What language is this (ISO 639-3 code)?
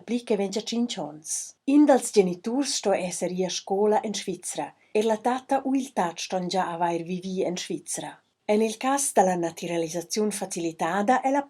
roh